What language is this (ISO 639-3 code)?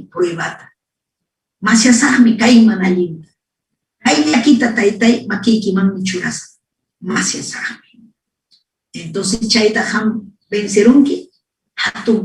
quy